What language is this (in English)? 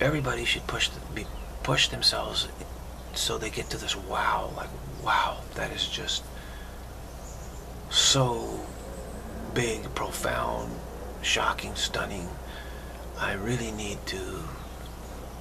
English